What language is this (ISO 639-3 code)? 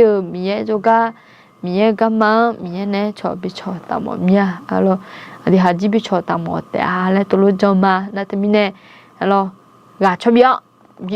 ahk